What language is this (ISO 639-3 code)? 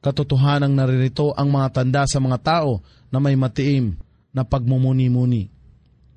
fil